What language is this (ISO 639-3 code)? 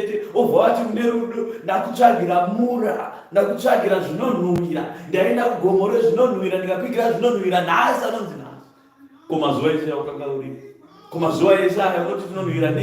sna